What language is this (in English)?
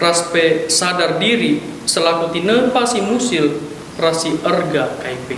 Batak Karo